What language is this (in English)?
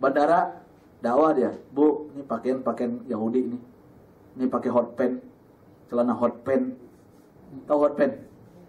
Indonesian